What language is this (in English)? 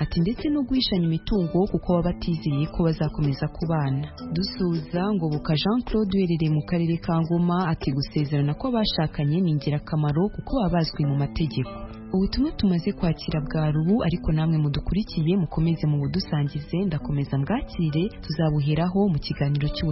Kinyarwanda